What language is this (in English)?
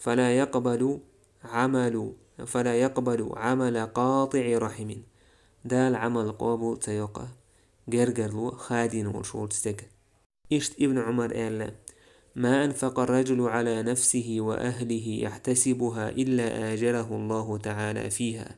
Chechen